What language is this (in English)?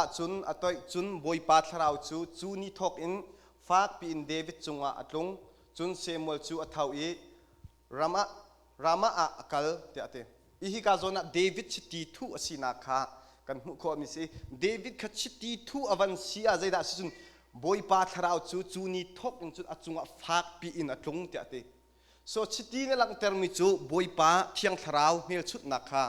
Hakha Chin